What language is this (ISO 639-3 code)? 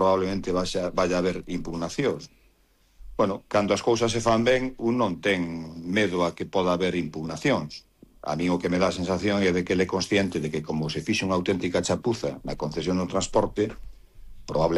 glg